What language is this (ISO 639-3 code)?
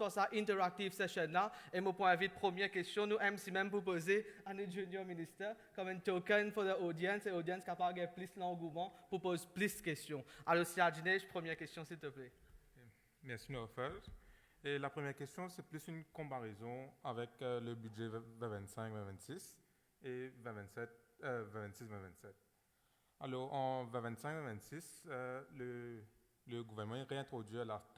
mfe